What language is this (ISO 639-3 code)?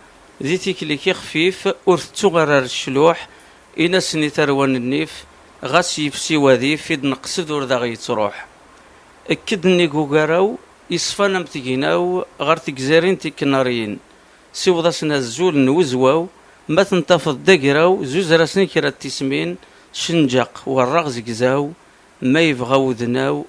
kab